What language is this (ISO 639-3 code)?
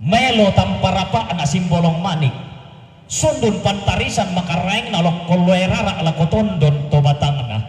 sda